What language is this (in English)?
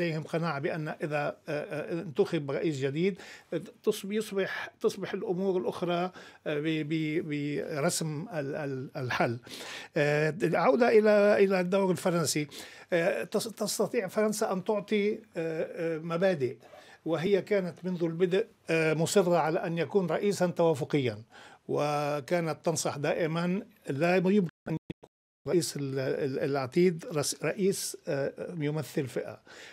Arabic